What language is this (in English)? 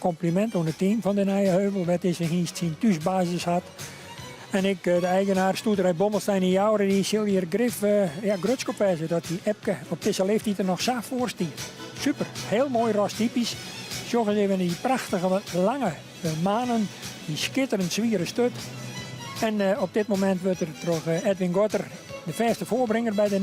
Western Frisian